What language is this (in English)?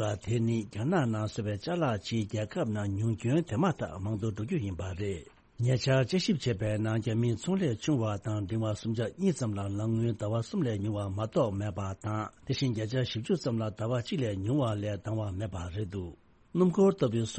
Tibetan